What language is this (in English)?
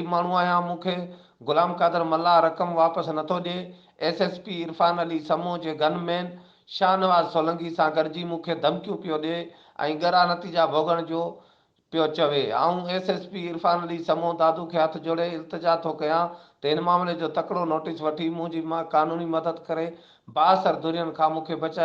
Sindhi